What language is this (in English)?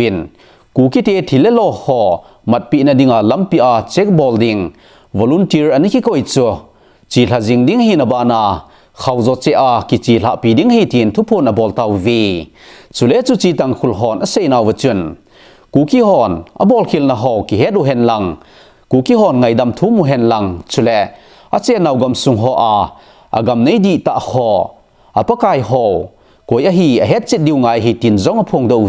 Thado Chin